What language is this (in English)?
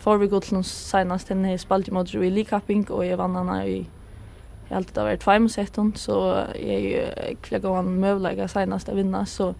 Faroese